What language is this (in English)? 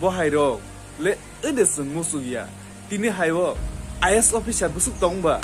Kok Borok